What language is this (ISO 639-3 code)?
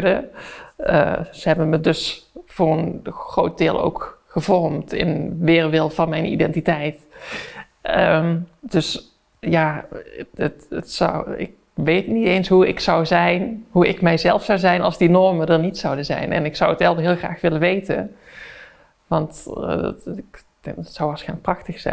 nld